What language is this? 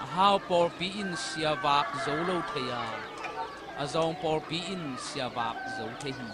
Tedim Chin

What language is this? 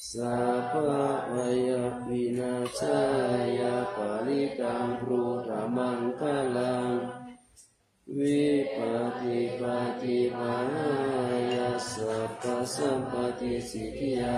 Pali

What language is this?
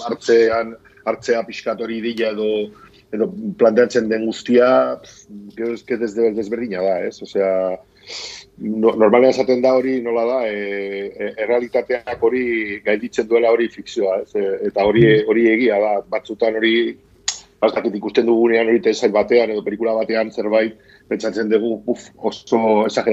Basque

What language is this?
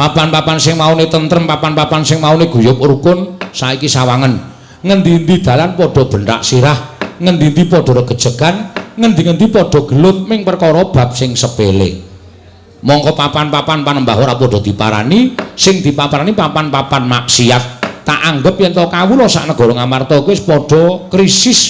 Javanese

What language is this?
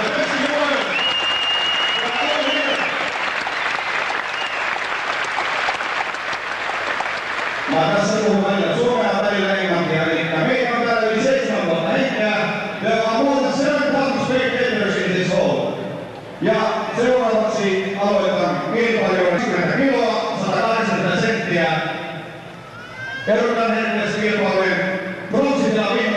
Finnish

